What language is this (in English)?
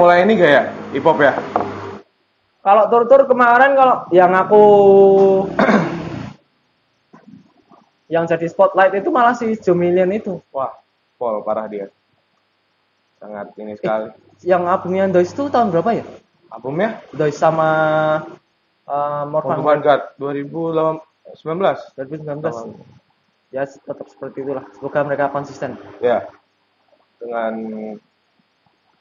Indonesian